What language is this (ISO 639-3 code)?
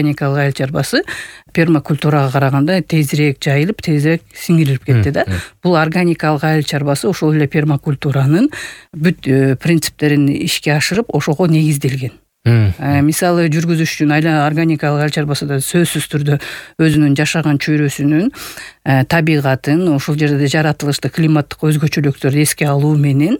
kir